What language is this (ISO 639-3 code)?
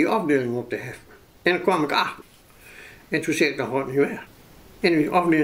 nld